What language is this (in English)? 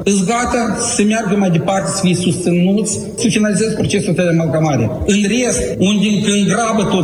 Romanian